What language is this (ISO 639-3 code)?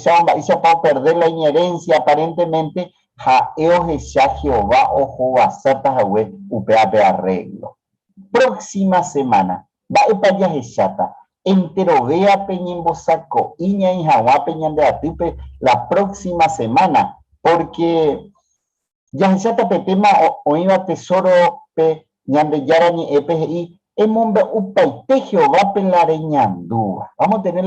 grn